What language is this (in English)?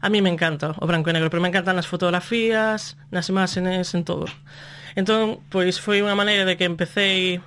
Galician